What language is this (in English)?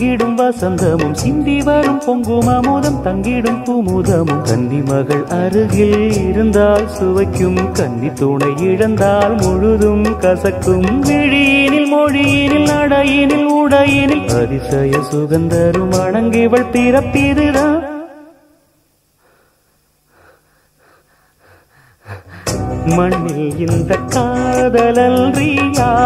Tamil